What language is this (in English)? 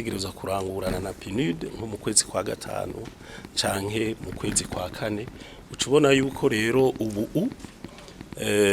Rundi